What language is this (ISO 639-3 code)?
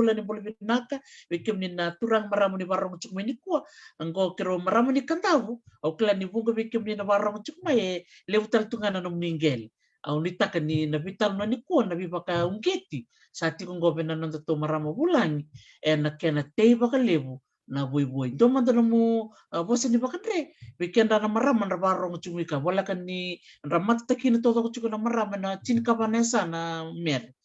fij